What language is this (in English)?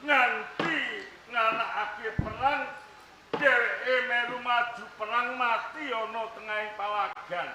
Javanese